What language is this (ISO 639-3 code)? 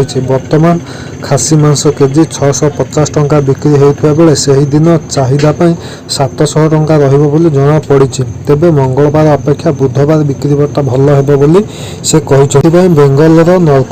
ori